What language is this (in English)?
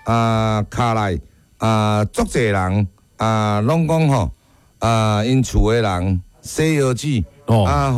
Min Nan Chinese